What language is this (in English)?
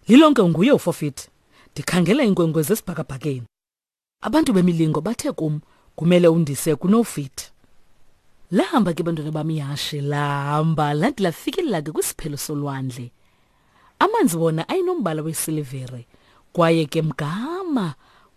Xhosa